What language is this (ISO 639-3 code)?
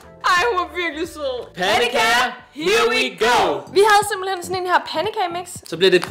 dan